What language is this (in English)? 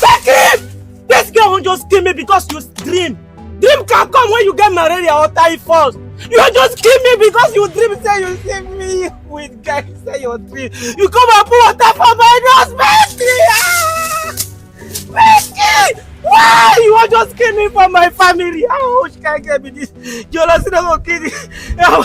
Nigerian Pidgin